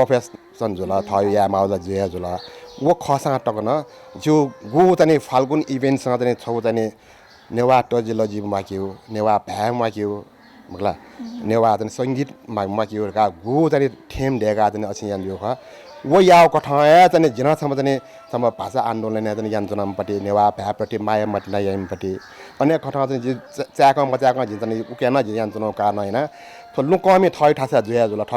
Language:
Newari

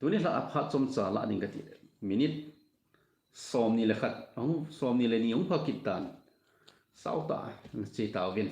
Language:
Thado Chin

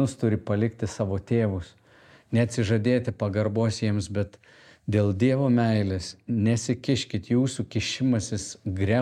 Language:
Lithuanian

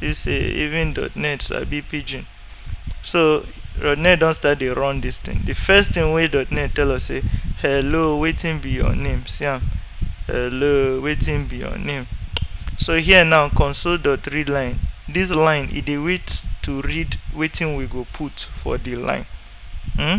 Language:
Nigerian Pidgin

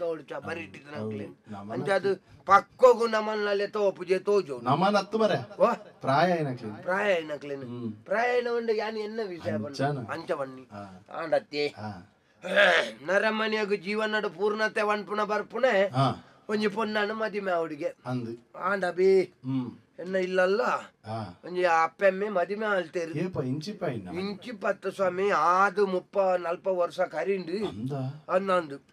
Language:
Tulu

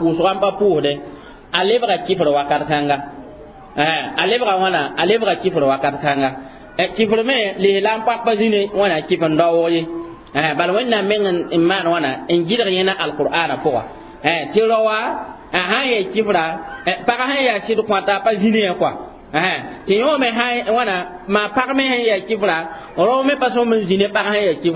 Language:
Mossi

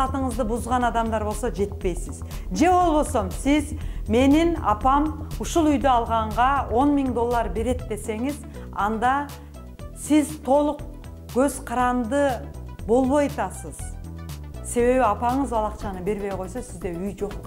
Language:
Kyrgyz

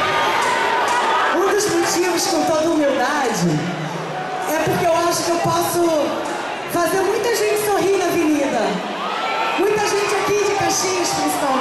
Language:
Portuguese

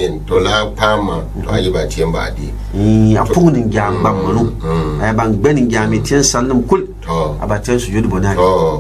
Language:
Gourmanchéma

